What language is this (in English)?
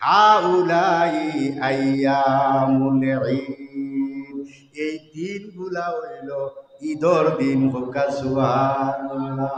Sylheti